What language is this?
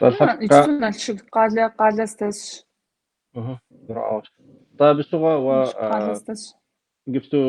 Kabardian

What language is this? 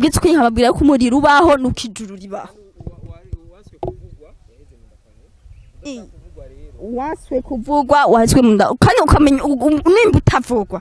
Rundi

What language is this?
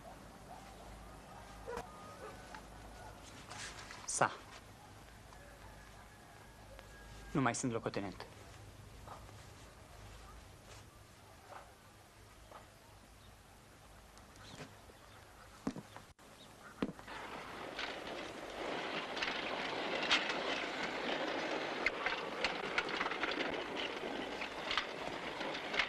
Romanian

